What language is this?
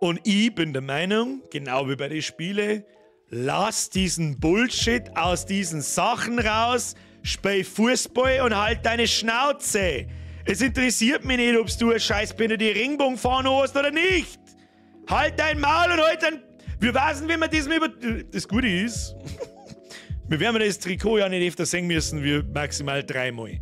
Bavarian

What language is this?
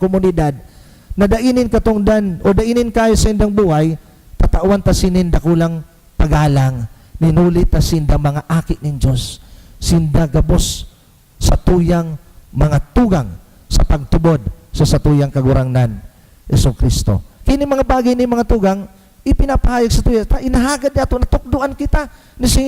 Bikol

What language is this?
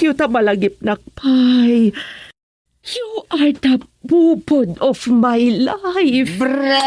Iloko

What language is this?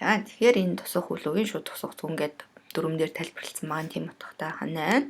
Mongolian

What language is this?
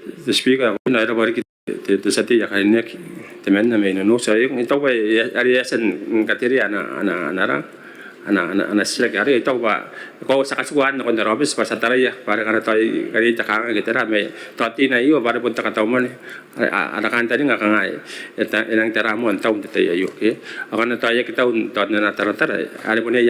Gilbertese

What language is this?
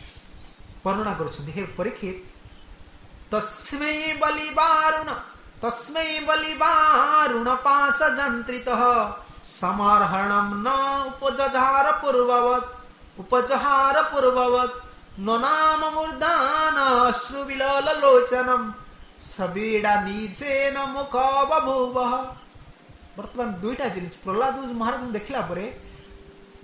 Odia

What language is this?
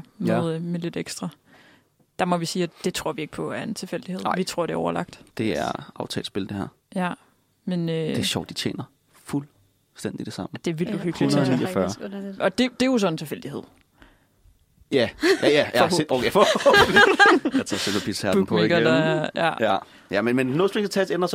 Danish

